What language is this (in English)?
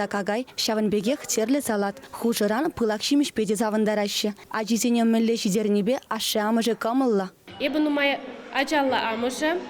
Chuvash